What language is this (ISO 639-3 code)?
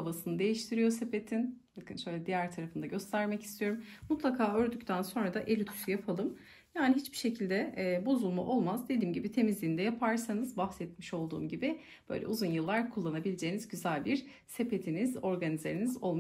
tur